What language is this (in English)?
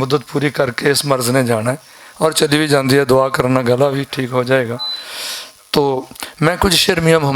Western Panjabi